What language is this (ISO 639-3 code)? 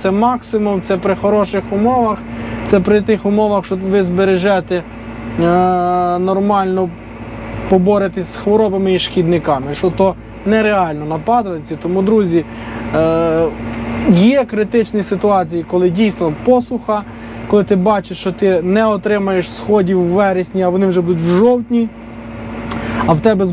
ukr